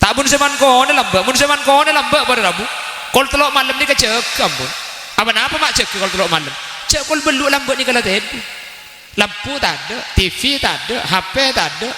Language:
Madurese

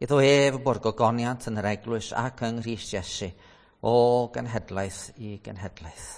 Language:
Welsh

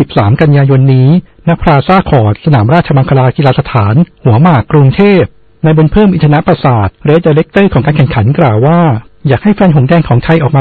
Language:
Thai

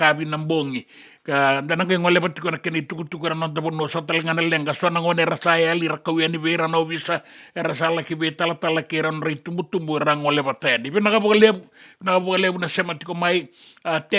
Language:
Fijian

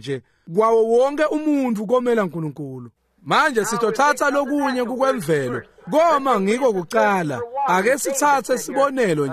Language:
Swati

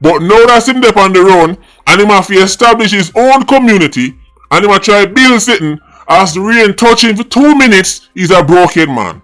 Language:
Jamaican Creole English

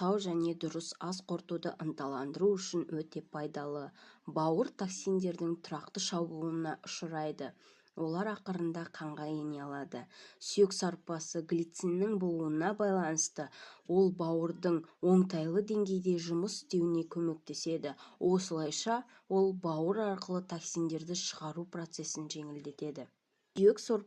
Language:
Kazakh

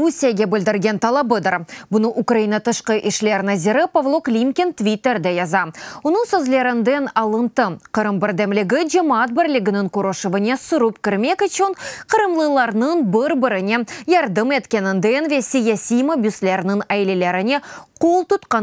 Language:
Crimean Tatar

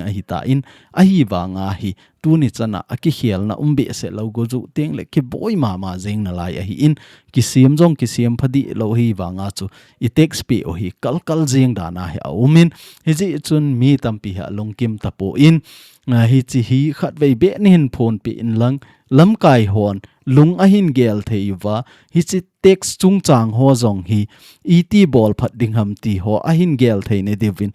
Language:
Thado Chin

